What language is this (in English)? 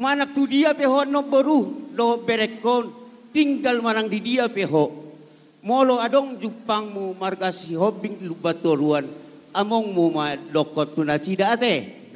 Batak Toba